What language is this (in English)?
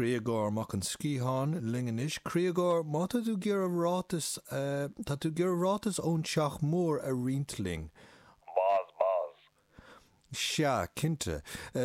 Irish